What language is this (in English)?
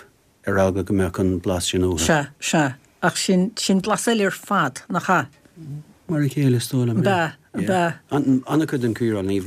Irish